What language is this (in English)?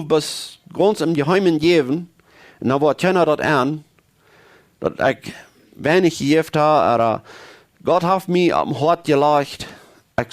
Plautdietsch